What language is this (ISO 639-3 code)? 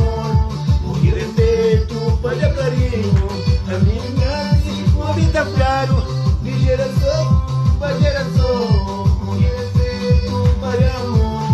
kea